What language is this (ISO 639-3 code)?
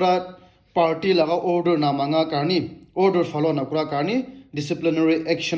nag